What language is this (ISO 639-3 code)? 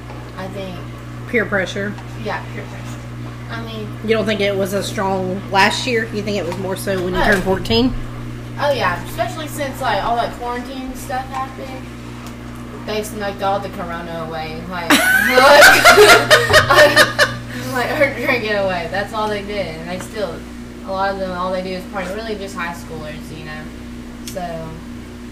eng